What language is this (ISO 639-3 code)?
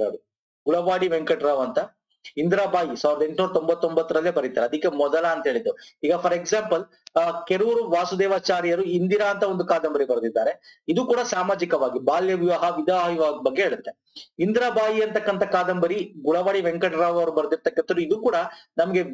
kan